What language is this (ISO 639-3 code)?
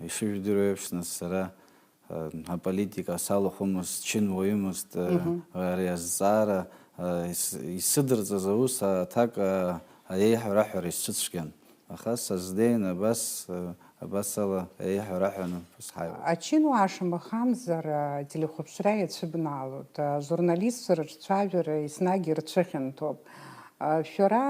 abk